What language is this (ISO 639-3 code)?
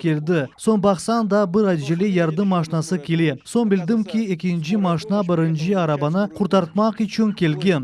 crh